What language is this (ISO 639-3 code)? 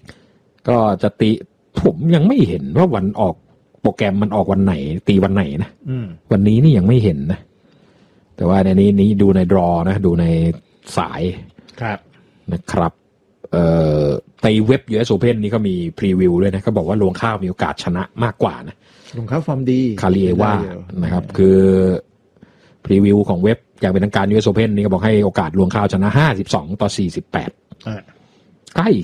tha